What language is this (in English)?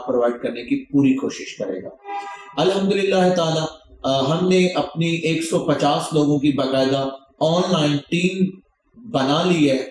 Urdu